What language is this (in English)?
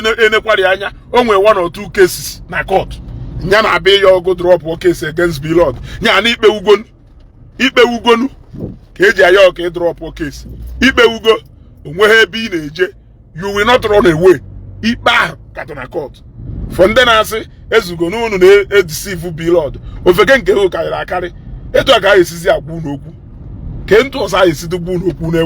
Igbo